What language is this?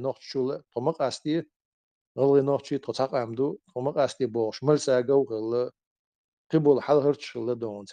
Chechen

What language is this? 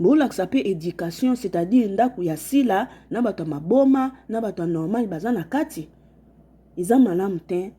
Lingala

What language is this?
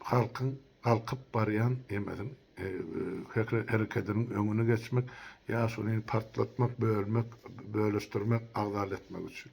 Turkmen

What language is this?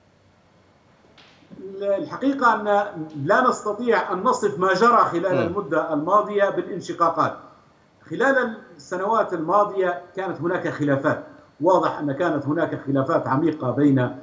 Arabic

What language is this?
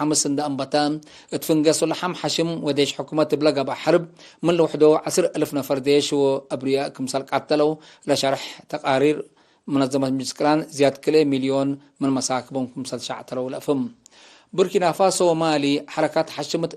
Tigre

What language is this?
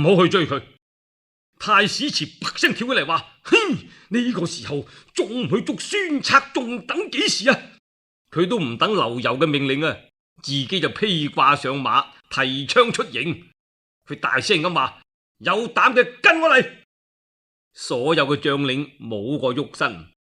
Cantonese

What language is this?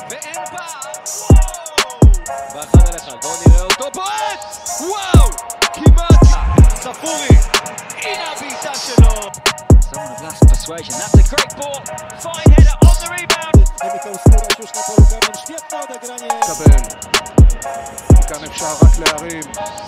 Hebrew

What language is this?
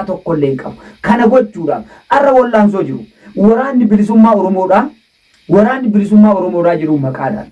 Oromo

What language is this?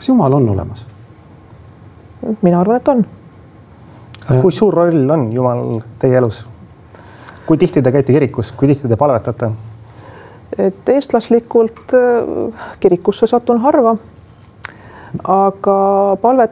Estonian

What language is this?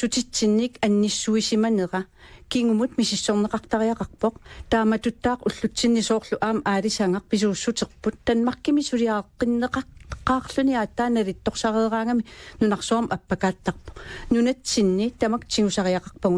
Kalaallisut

